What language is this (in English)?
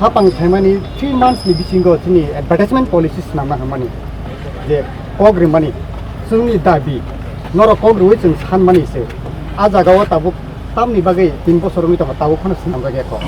Kok Borok